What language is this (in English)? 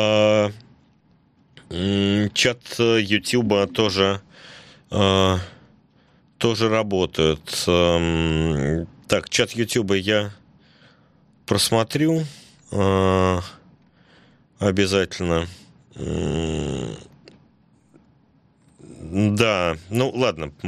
Russian